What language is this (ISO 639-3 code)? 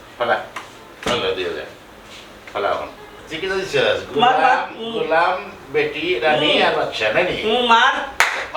syl